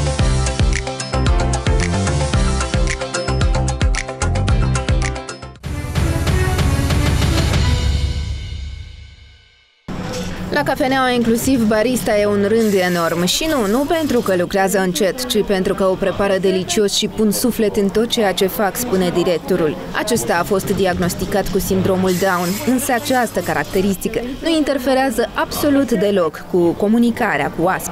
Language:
Romanian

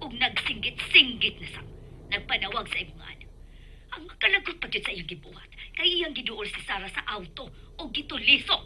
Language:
Cebuano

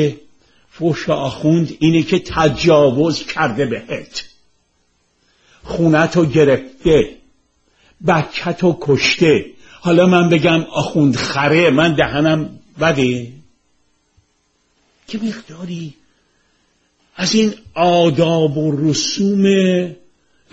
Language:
Persian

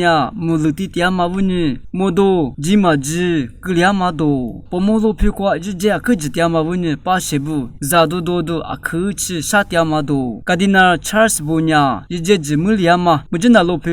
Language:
Lisu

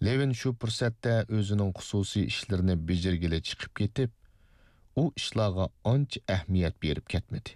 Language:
Uyghur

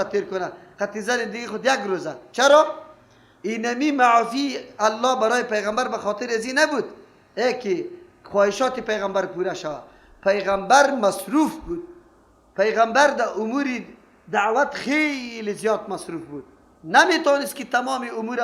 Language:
Persian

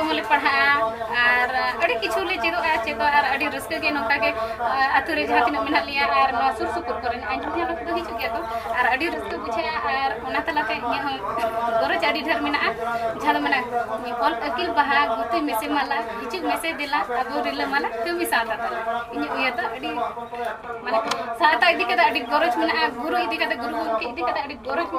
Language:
Santali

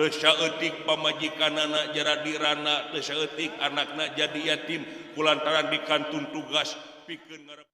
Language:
Sundanese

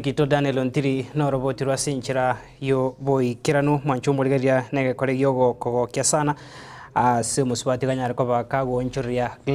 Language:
Gusii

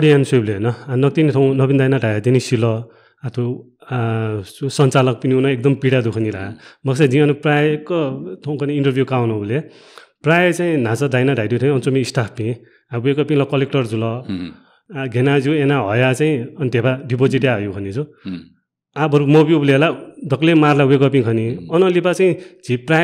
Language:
Newari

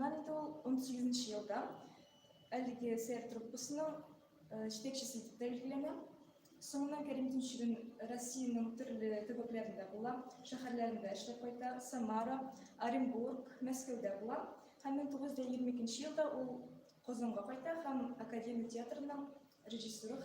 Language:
Tatar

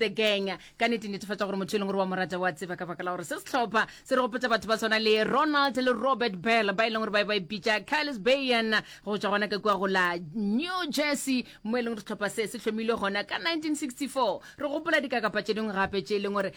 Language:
Northern Sotho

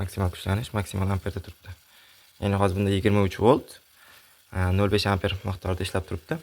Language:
Uzbek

